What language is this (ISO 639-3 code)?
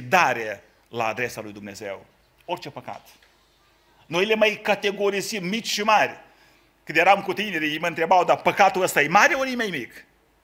ron